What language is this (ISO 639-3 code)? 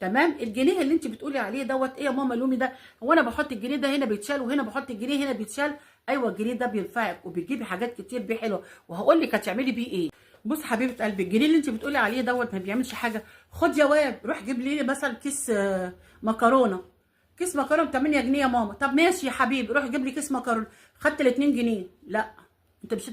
arz